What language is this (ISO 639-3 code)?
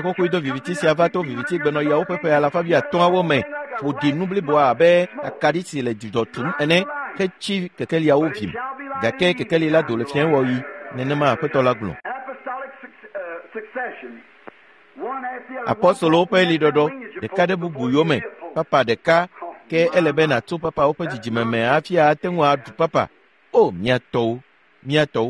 ewe